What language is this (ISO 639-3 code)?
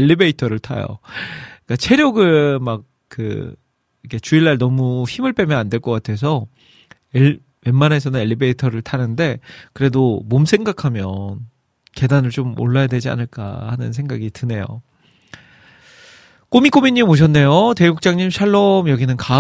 kor